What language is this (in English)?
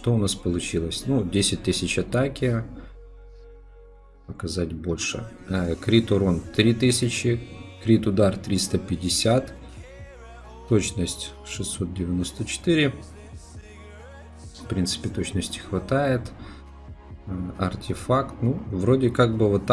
Russian